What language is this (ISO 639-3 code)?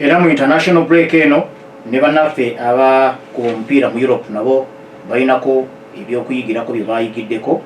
lug